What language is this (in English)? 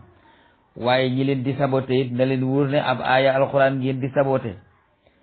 Wolof